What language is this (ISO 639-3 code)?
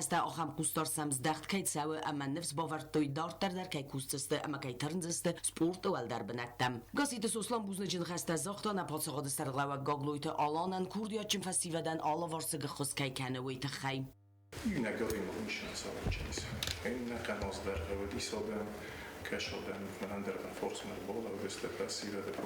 oss